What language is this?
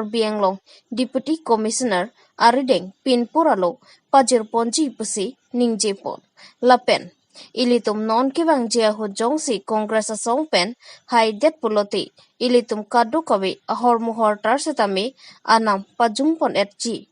Karbi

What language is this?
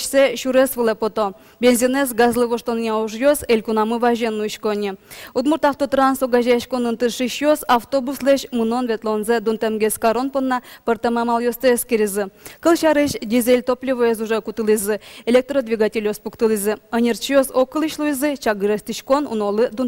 Udmurt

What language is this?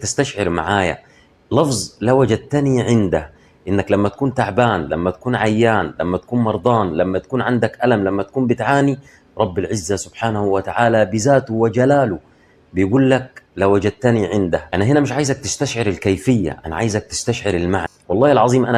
Egyptian Arabic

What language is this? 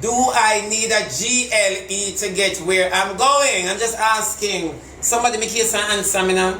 Jamaican Creole English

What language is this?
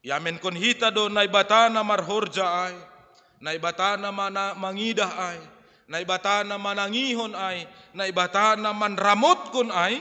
Batak Simalungun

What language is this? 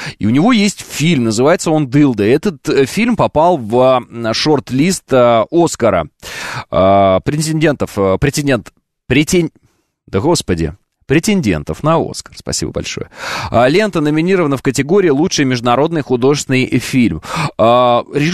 Russian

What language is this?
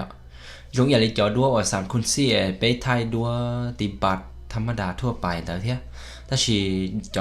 Hmong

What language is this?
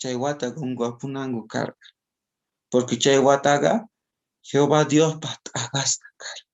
South Bolivian Quechua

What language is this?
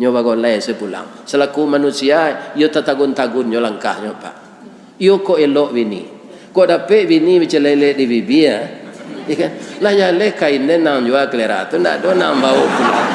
Minangkabau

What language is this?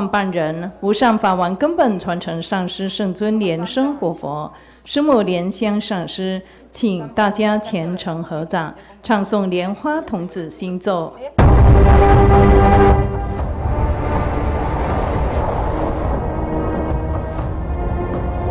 Chinese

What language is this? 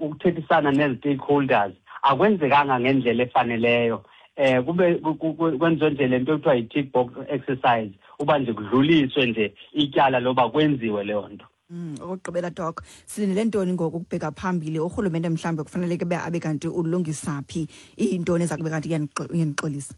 Xhosa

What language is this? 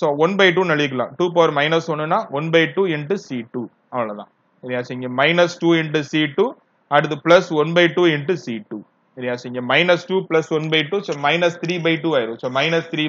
Tamil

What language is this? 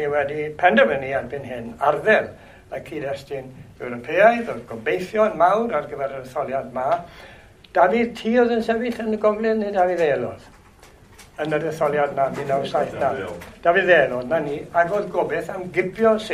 Welsh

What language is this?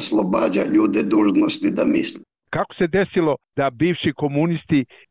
Serbian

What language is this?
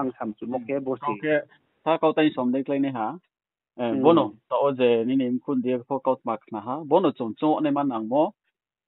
Riang (India)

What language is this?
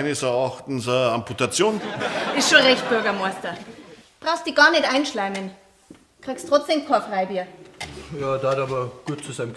Bavarian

